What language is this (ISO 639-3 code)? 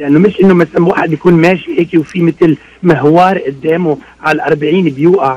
apc